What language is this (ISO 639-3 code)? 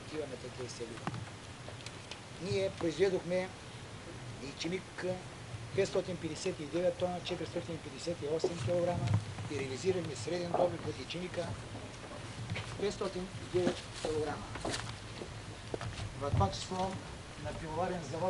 bul